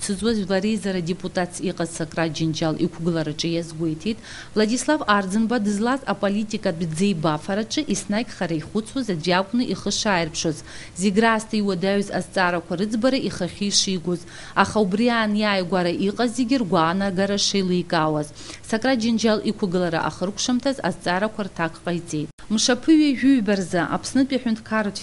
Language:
Abkhazian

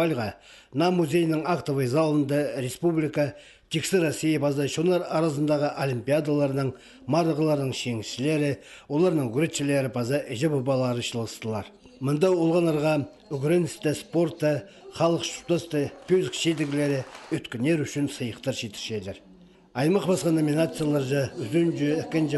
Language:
Khakas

